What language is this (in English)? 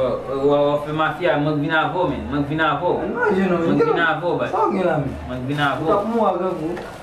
Haitian Creole